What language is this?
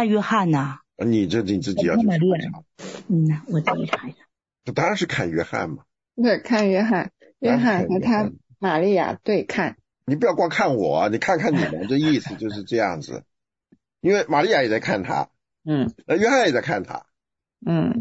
Chinese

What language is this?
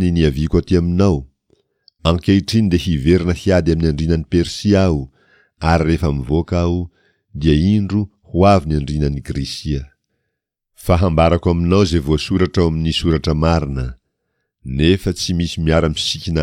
Malagasy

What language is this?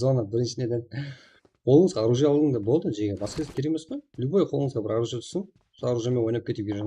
Kara-Kalpak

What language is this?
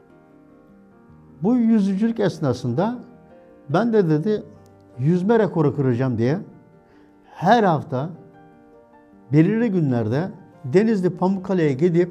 Turkish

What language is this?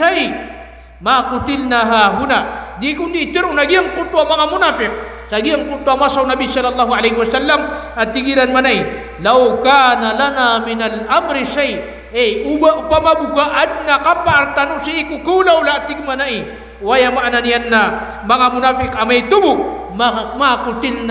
Maranao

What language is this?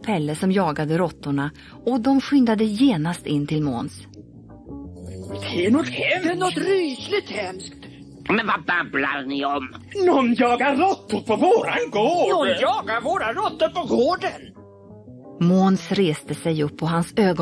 Swedish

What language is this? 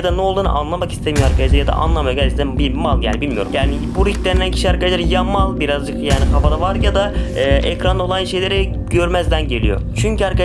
Turkish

